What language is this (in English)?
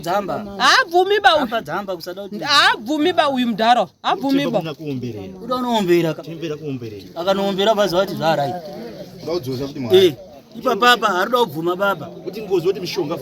Shona